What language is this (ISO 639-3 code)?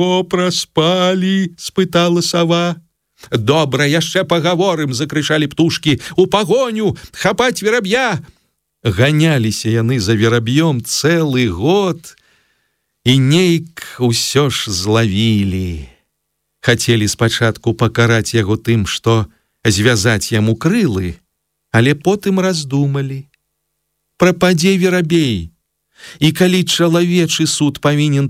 bel